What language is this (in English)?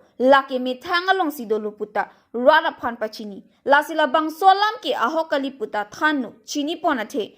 Karbi